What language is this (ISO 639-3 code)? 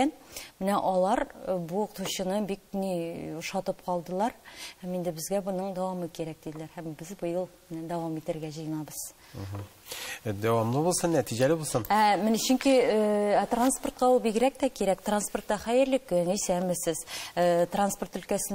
tat